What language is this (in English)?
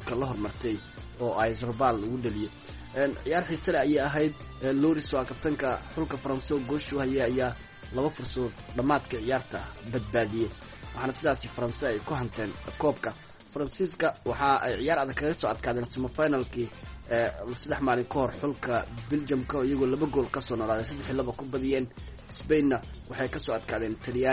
Somali